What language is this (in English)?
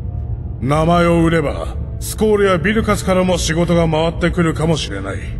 Japanese